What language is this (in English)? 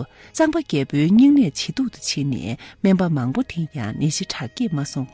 Tibetan